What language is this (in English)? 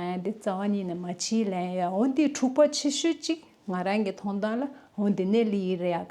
Tibetan